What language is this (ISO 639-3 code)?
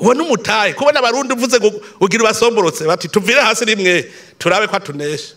run